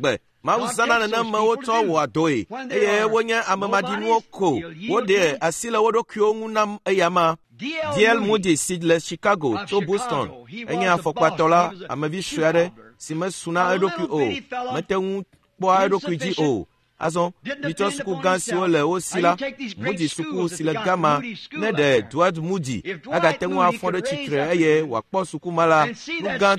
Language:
Ewe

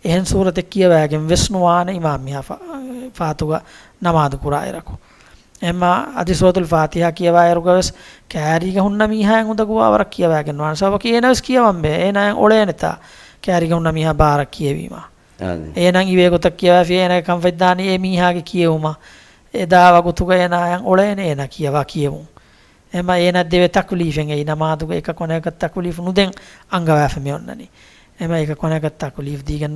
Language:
Divehi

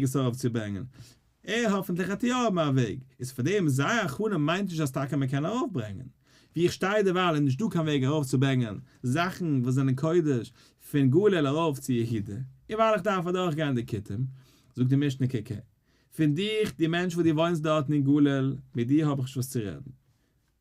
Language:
Yiddish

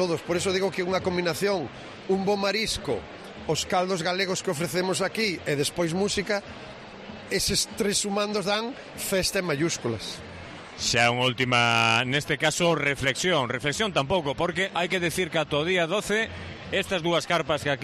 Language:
Galician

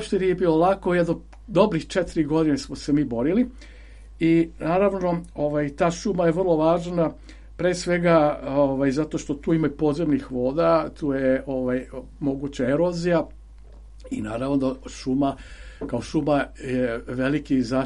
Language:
Serbian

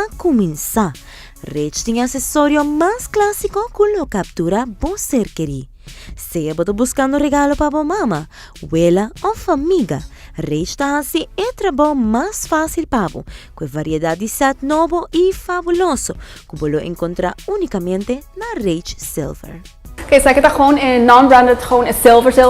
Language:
Papiamento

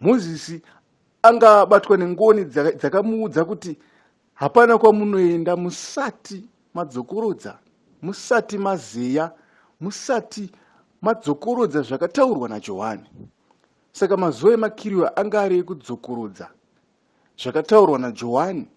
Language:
Shona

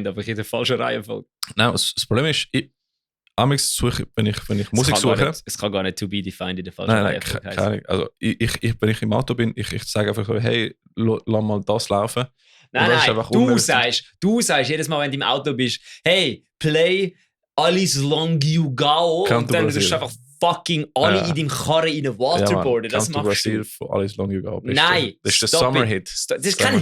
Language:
Swiss German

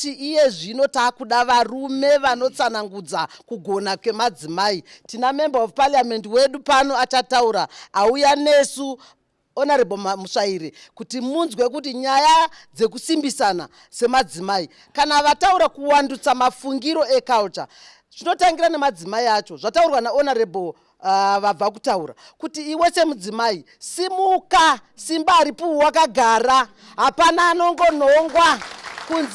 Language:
Shona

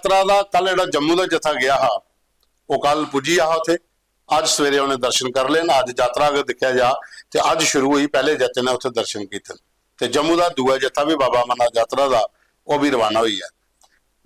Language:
Dogri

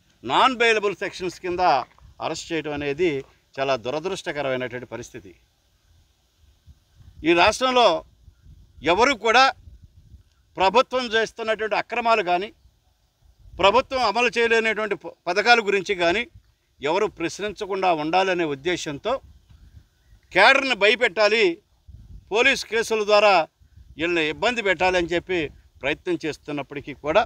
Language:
Telugu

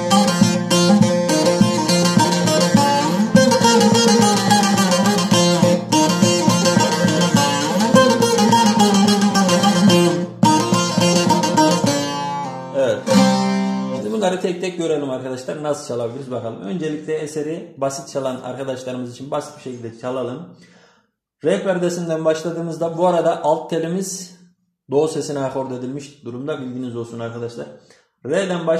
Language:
Turkish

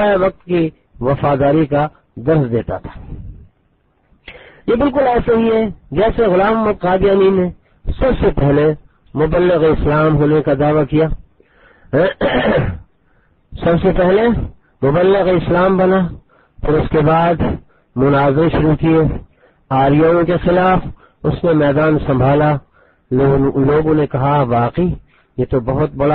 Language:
Urdu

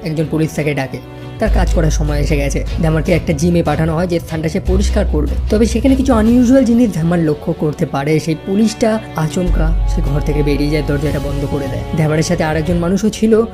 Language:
Bangla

